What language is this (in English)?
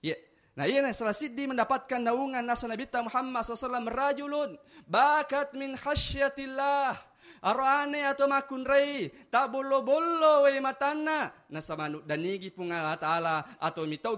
Buginese